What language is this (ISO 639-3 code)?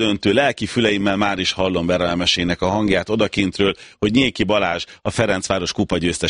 hun